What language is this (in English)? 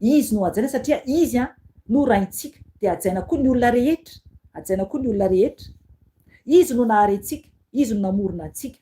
Malagasy